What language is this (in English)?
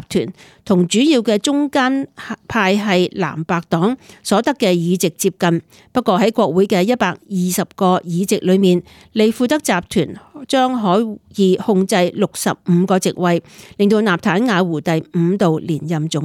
Cantonese